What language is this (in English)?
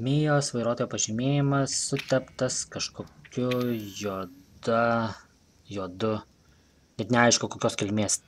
Lithuanian